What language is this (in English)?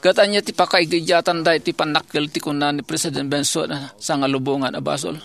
Iloko